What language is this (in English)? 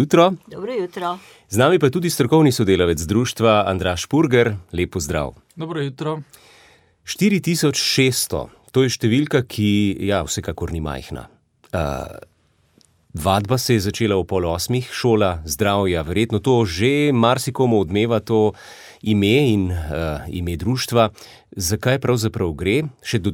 Slovenian